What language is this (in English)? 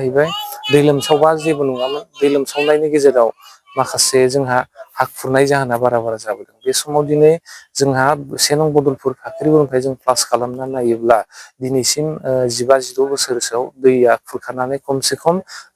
Bodo